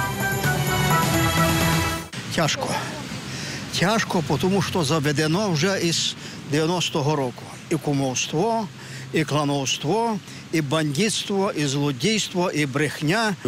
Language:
Ukrainian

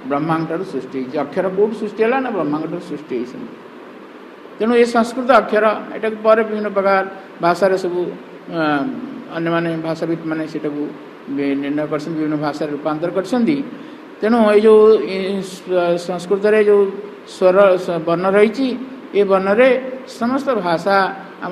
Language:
Odia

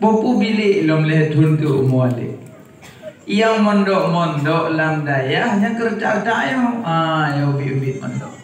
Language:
Achinese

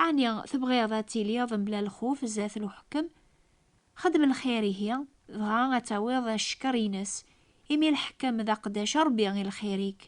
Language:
Kabyle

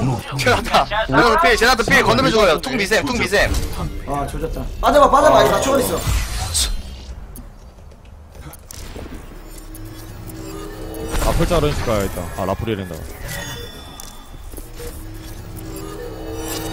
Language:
Korean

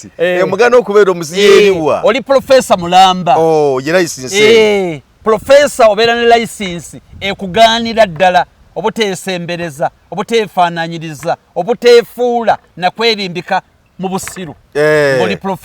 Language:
Ganda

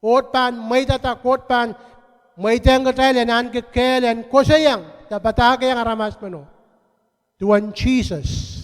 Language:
Pohnpeian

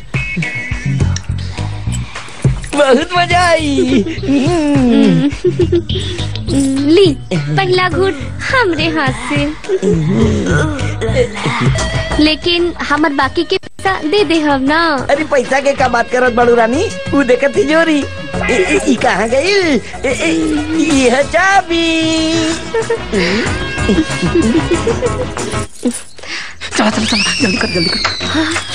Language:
Bhojpuri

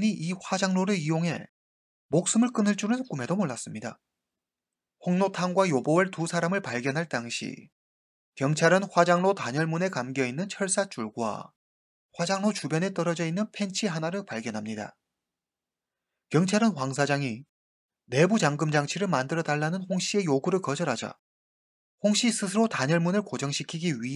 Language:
Korean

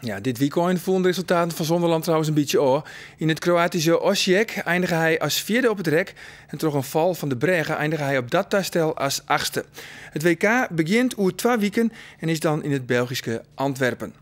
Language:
Western Frisian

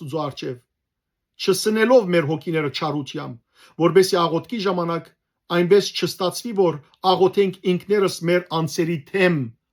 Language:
Western Armenian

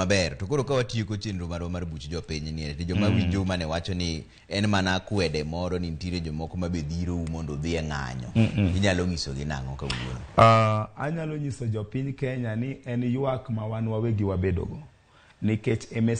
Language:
Luo (Kenya and Tanzania)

